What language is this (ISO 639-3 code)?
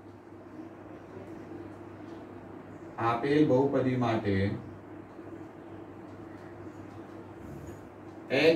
guj